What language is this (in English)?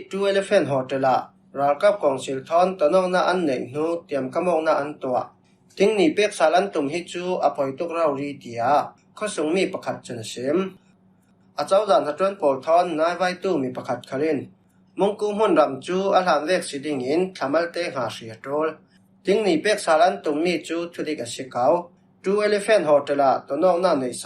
Falam Chin